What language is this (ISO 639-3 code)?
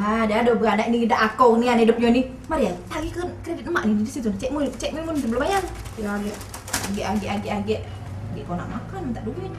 mui